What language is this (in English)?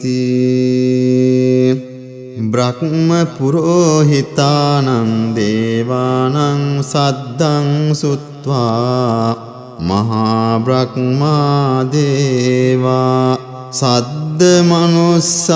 Pali